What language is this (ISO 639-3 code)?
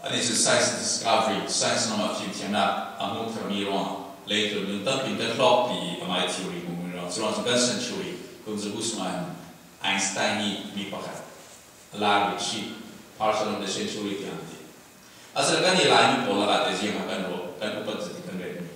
cfm